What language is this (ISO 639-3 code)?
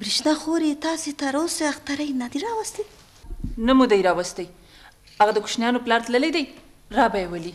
brh